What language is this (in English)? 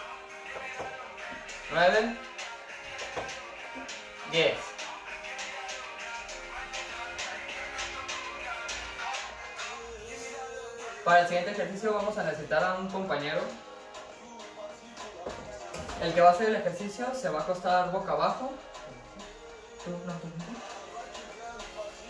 Spanish